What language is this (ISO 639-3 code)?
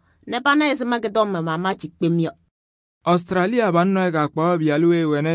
kbp